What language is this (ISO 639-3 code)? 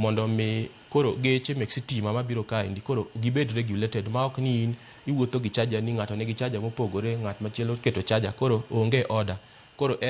luo